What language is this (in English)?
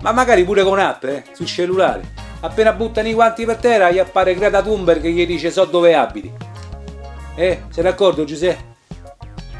Italian